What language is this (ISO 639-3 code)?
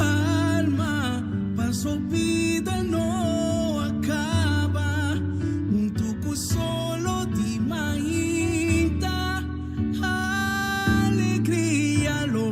pap